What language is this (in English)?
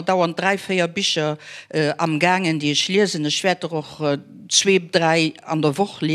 Luxembourgish